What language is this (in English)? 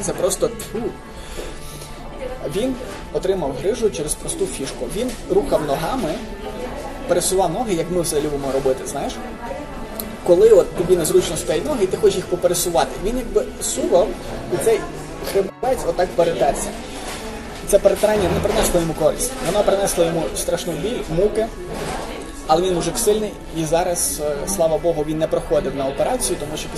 Ukrainian